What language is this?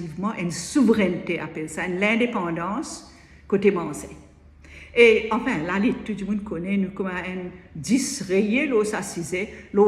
Morisyen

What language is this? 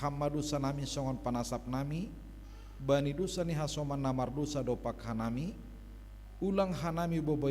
Batak Simalungun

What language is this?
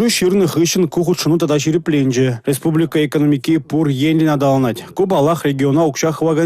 Chuvash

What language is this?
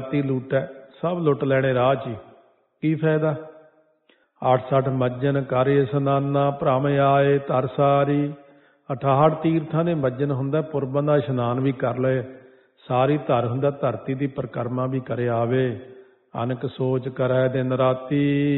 Punjabi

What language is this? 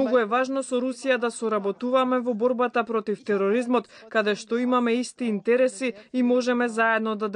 Macedonian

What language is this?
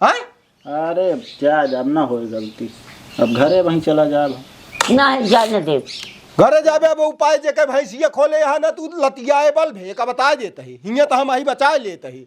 Awadhi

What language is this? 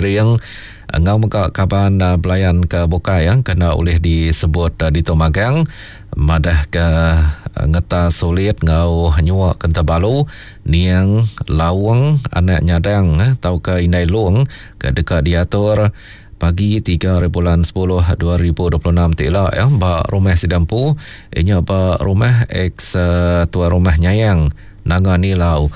Iban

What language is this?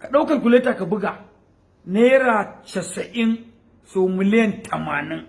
Hausa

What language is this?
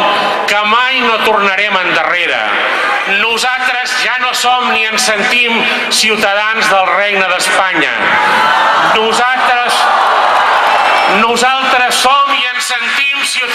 Catalan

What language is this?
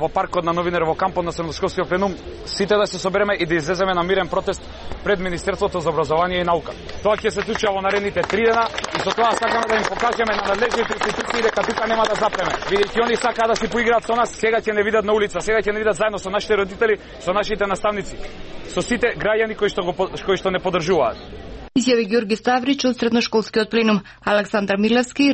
Macedonian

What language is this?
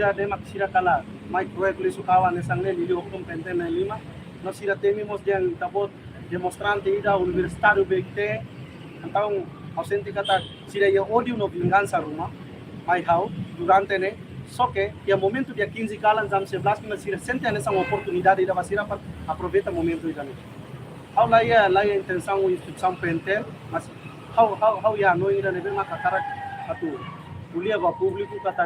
Tetum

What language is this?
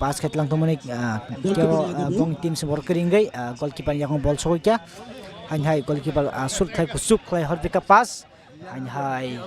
Kok Borok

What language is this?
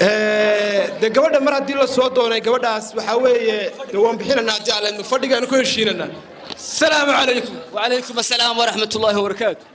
Somali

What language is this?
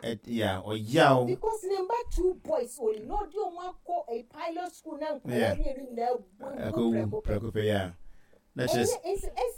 Akan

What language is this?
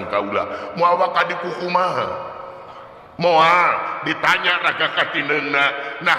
Sundanese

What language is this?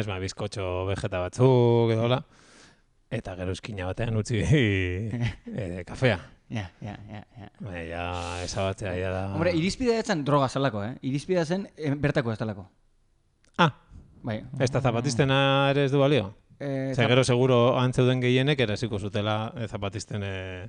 Basque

